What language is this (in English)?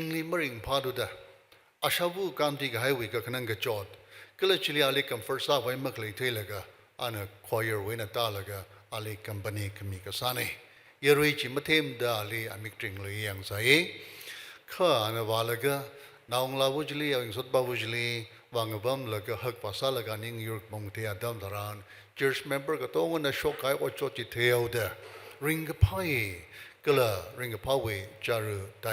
Tangkhul Naga (India)